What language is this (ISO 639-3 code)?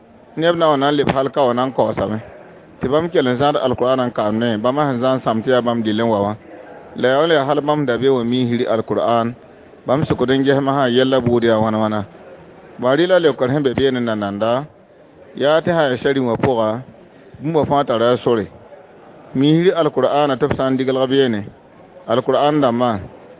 mos